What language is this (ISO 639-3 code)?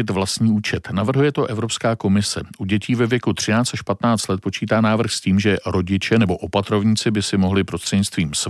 ces